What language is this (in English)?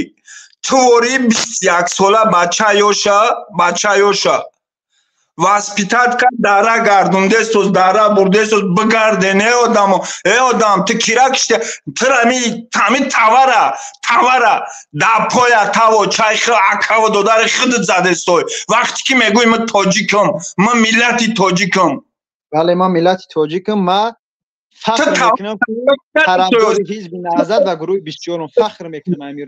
Tajik